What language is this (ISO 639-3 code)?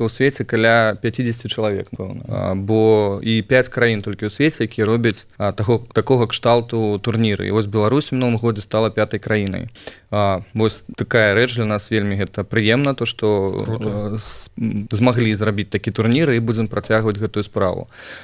bel